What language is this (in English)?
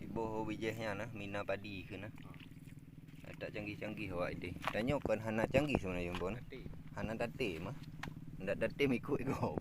Achinese